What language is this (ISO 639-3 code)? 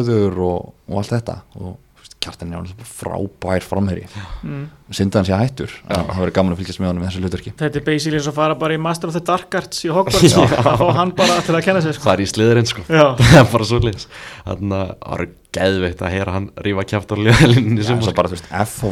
isl